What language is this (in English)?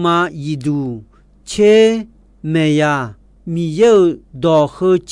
Akha